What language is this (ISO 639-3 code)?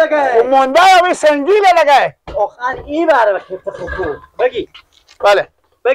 fas